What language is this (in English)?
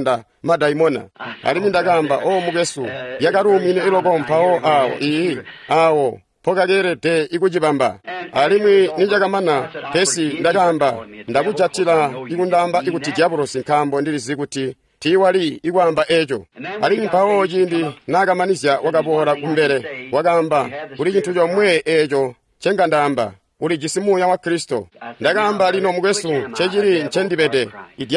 Tonga (Zambia)